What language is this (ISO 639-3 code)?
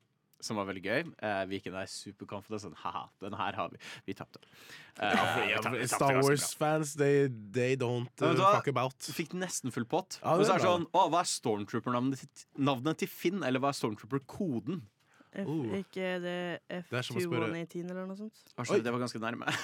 nor